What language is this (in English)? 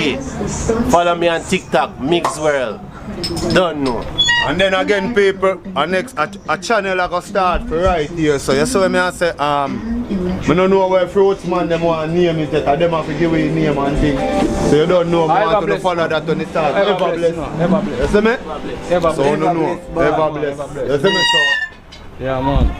Jamaican Creole English